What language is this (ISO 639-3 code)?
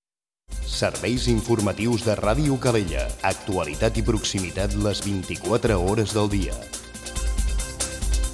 cat